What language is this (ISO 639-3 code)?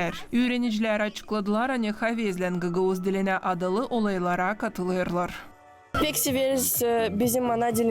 gag